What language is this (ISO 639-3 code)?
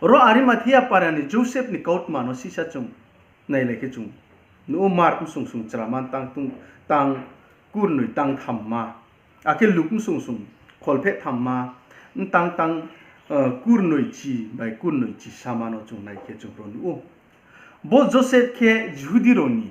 ria